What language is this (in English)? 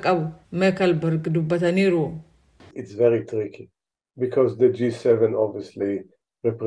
Oromo